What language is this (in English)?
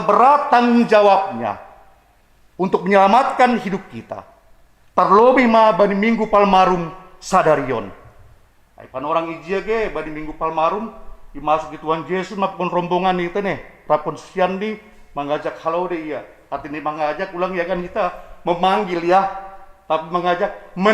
Batak Simalungun